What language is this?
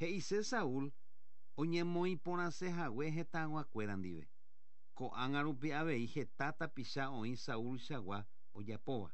Guarani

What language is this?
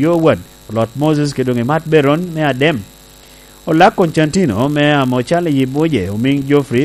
Lango (Uganda)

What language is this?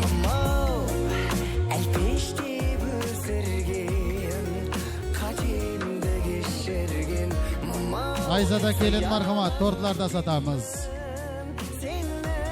Kara-Kalpak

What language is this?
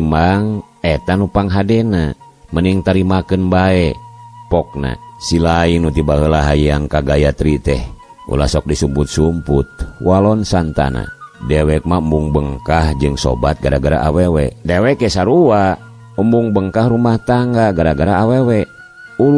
Sundanese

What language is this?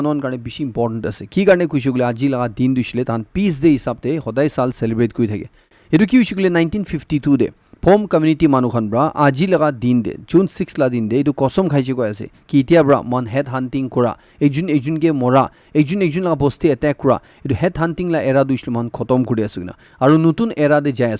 Naga Pidgin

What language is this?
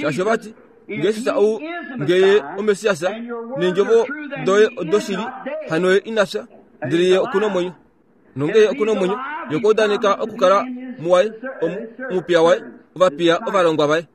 Kuanyama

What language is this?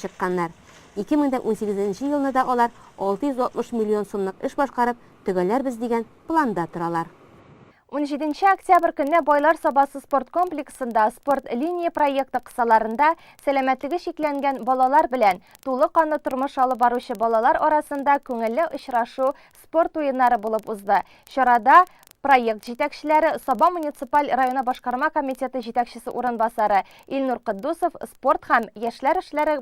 Tatar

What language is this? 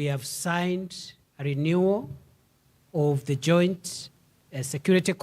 Kamba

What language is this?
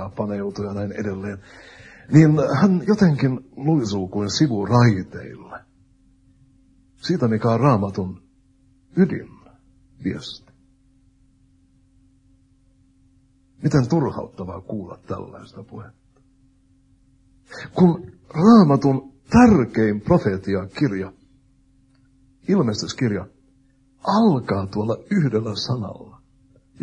Finnish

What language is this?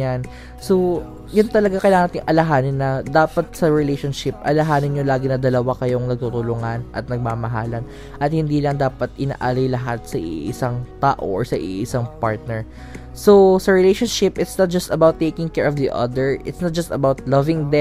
Filipino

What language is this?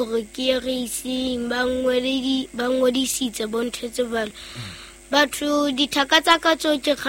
Southern Sotho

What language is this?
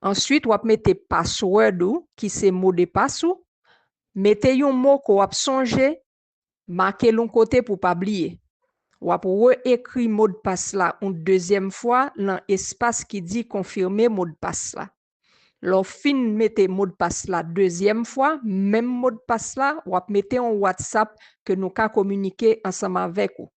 Haitian Creole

